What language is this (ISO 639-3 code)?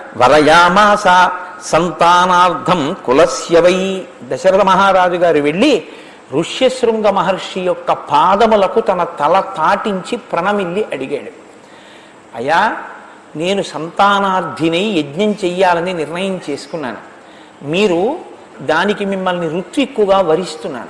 tel